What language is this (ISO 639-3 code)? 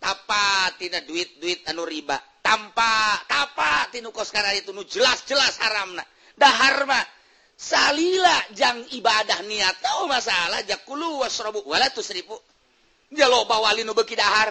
sun